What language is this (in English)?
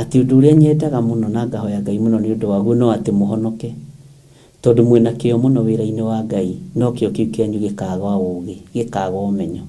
Kikuyu